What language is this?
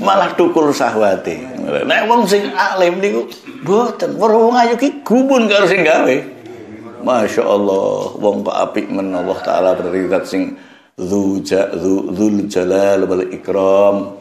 Javanese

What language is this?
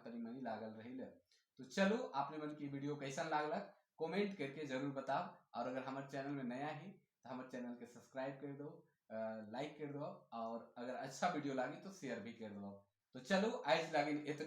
Sadri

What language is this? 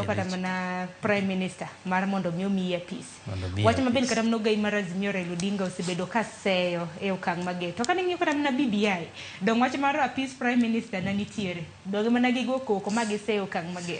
Luo (Kenya and Tanzania)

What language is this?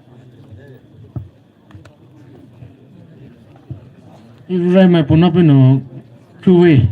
Poumei Naga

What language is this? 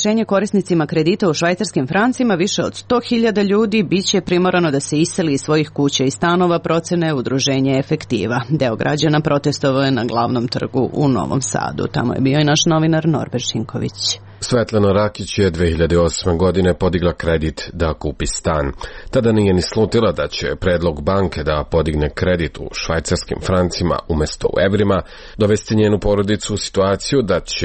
Serbian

